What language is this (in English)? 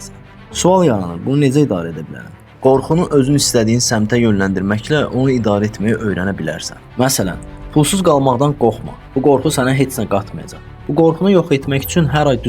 Azerbaijani